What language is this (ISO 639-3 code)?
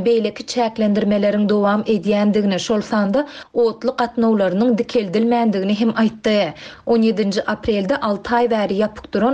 tuk